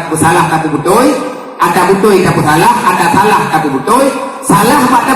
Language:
Achinese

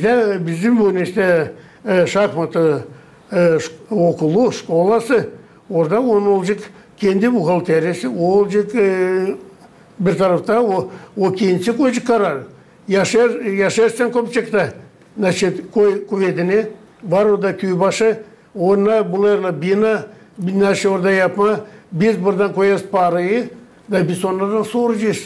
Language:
Gagauz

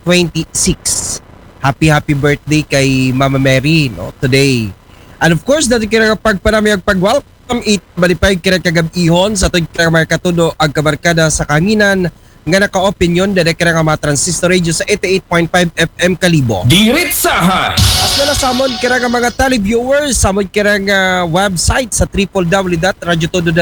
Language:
Aklanon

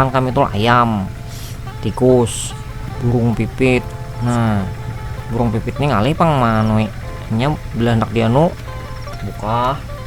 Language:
Banjar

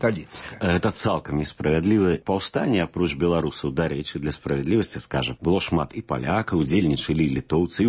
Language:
Belarusian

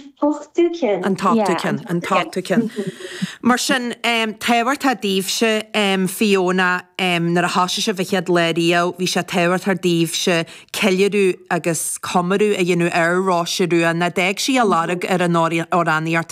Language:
Irish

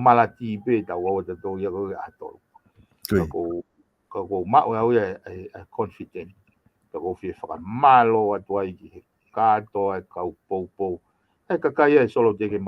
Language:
Tongan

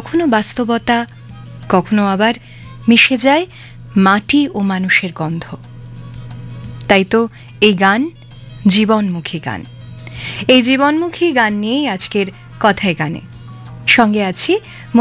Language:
Bangla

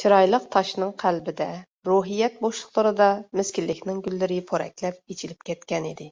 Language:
Uyghur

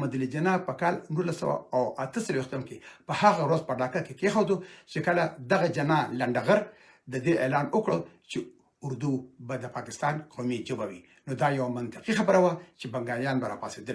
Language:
Pashto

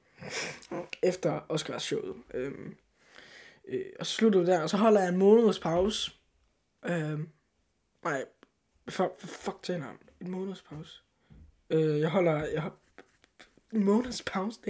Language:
Danish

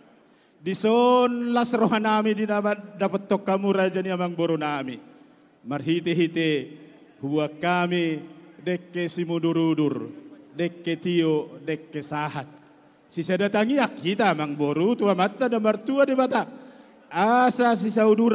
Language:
Batak Toba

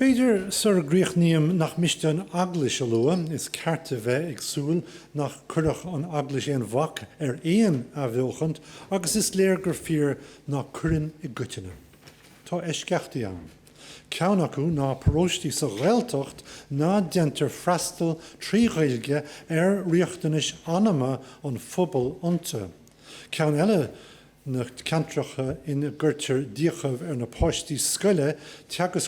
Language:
Irish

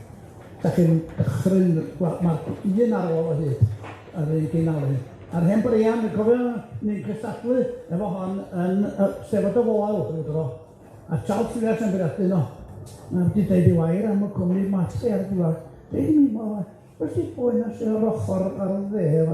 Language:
Welsh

